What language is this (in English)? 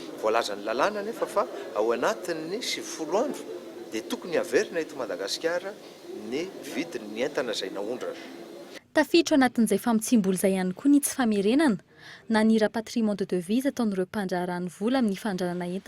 Malagasy